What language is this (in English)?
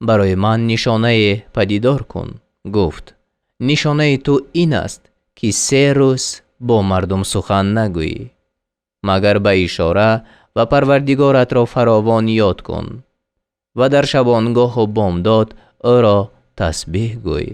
Tajik